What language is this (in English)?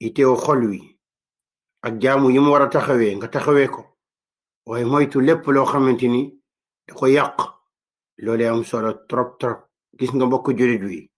Wolof